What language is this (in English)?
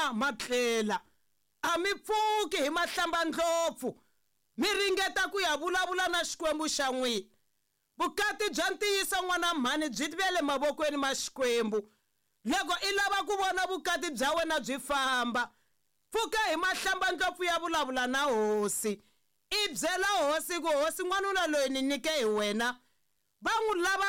Tsonga